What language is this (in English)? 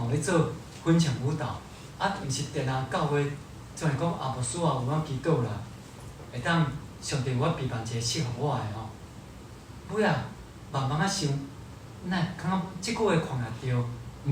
Min Nan Chinese